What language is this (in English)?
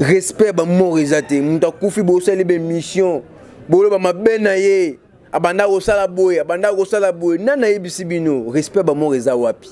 Lingala